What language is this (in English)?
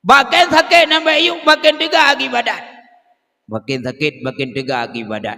Achinese